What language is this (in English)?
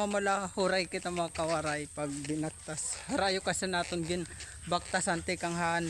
Waray